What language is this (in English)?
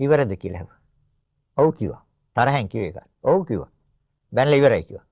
Sinhala